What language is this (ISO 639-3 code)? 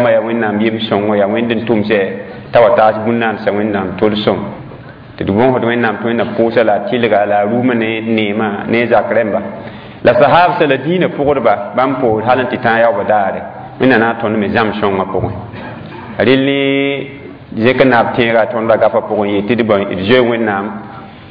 mos